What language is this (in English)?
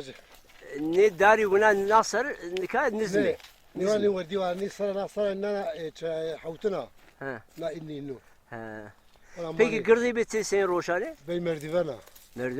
Zaza